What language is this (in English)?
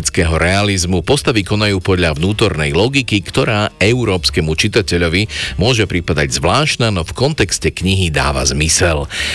Slovak